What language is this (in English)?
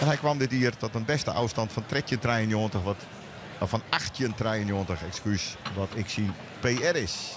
Western Frisian